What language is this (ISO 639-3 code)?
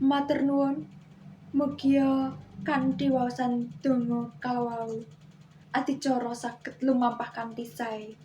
jav